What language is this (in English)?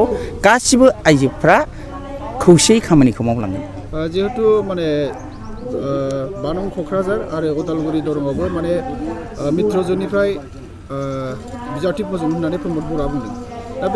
Bodo